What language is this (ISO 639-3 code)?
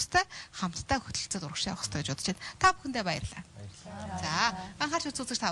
mon